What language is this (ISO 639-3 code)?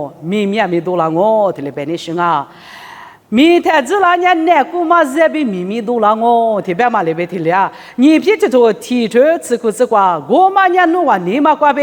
lis